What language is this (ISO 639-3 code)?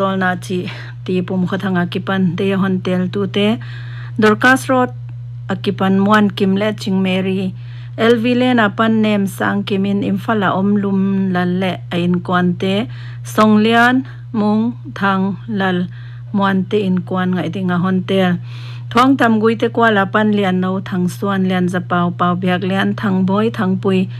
pck